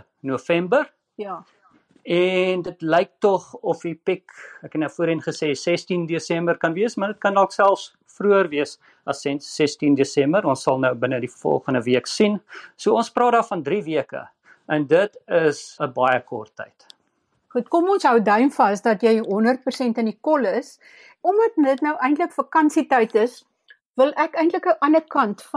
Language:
Afrikaans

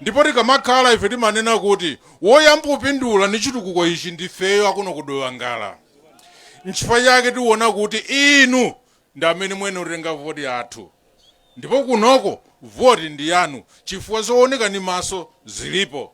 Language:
Nyanja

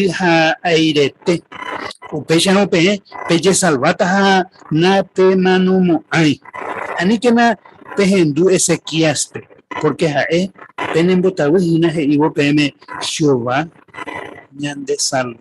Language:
Guarani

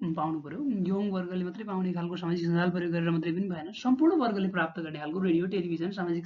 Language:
Nepali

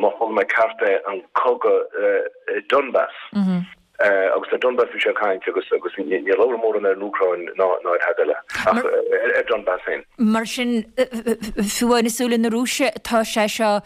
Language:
Irish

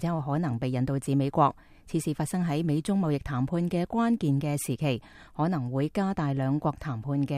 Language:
Cantonese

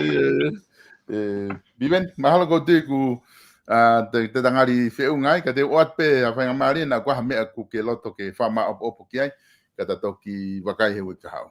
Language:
Tongan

